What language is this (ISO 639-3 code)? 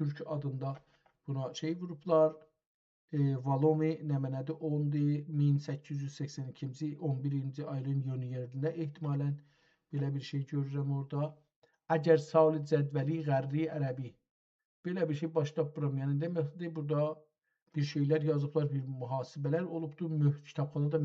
azb